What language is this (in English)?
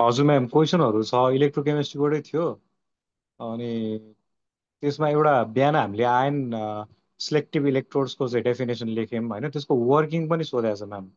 Nepali